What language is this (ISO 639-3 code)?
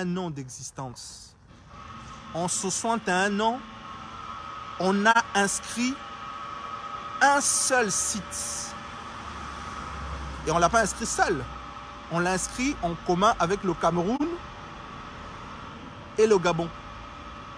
fra